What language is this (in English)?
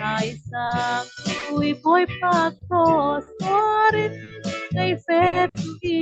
Falam Chin